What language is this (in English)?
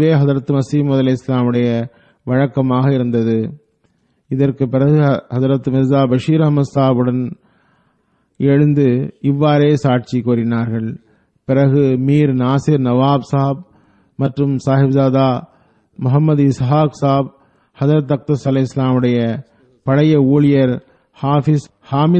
Tamil